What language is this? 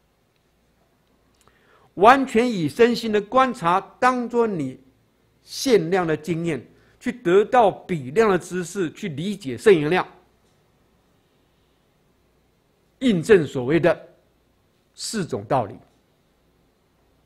Chinese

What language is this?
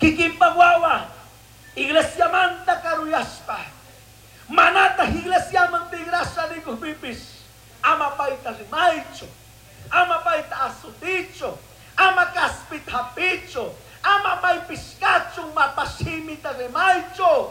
Chimborazo Highland Quichua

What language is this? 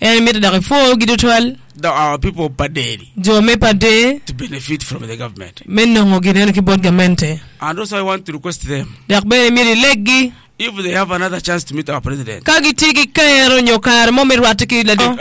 Acoli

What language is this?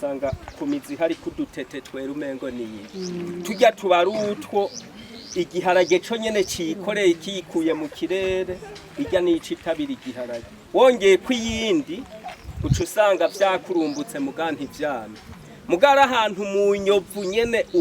Rundi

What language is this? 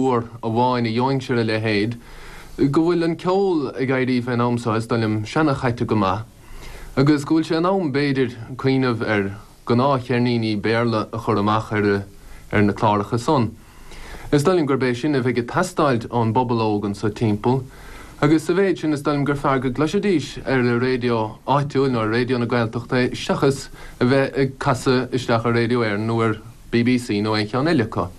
Irish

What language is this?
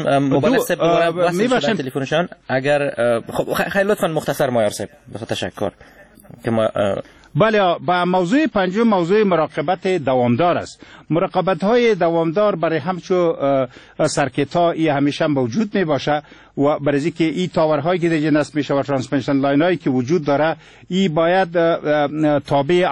Persian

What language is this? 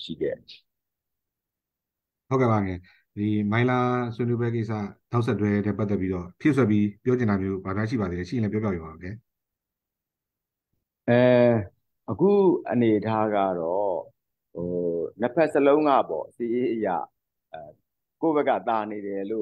Burmese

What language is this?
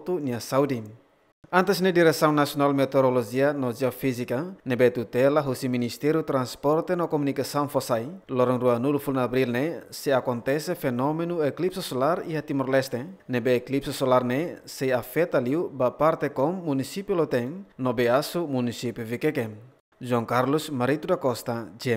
Tetum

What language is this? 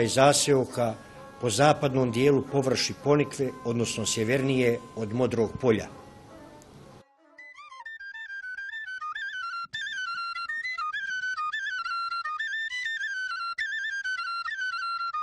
Bosnian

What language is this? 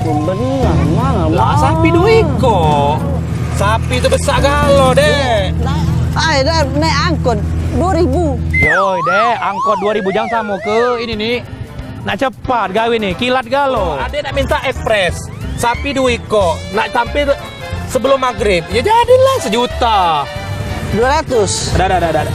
Musi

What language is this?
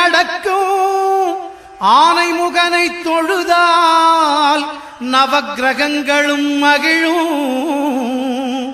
Tamil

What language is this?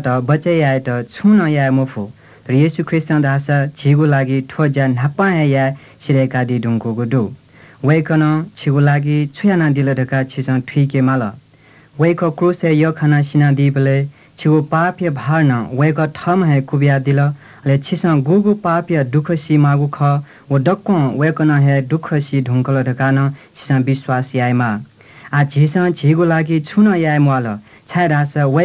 Newari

